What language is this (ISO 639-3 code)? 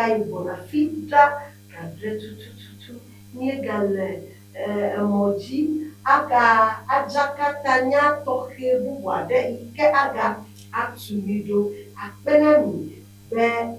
ewe